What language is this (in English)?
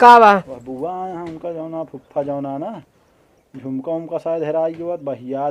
Awadhi